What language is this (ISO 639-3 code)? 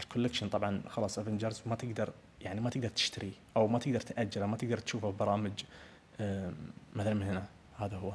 ars